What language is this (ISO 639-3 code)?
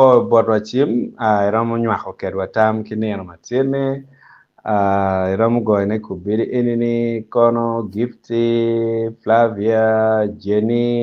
ach